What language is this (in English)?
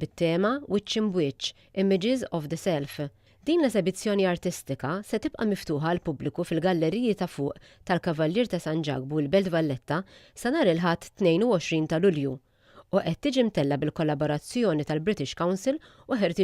Maltese